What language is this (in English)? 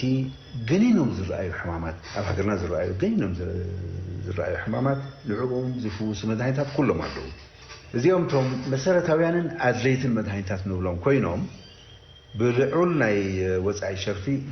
Tigrinya